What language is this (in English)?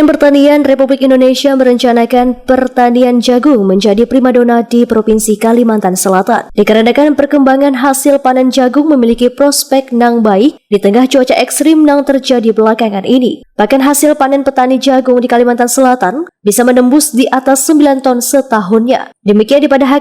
Banjar